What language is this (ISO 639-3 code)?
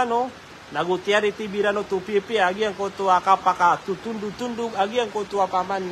mrw